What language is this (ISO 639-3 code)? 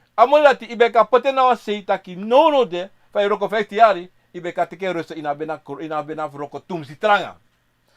srn